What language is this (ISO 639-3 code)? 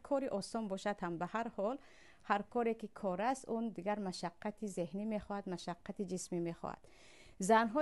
tgk